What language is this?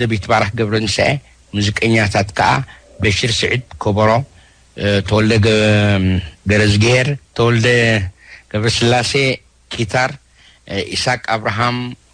Tigrinya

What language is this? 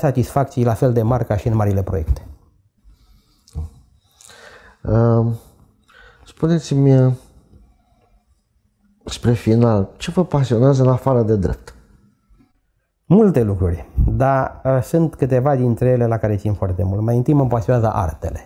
Romanian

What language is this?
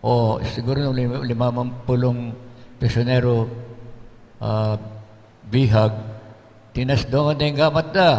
Pampanga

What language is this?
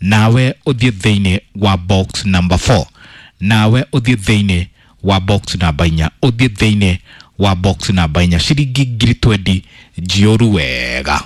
Kikuyu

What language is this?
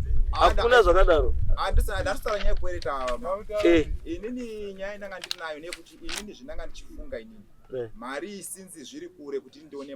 Shona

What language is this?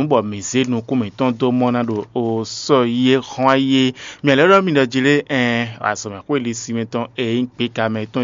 Fon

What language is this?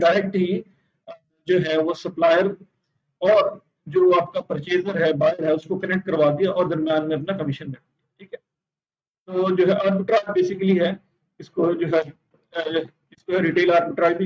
Hindi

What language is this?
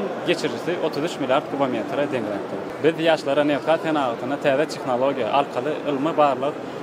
Turkmen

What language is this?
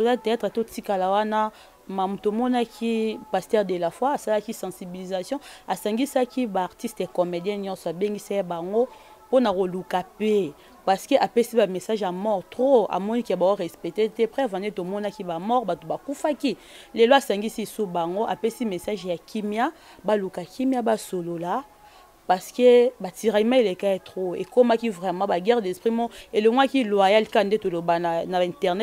Lingala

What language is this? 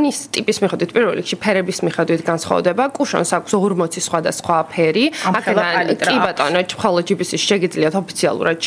Georgian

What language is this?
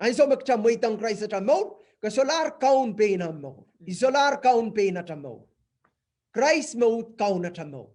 Pohnpeian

